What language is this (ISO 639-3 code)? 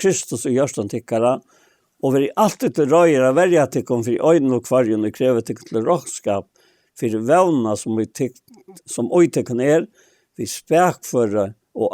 fao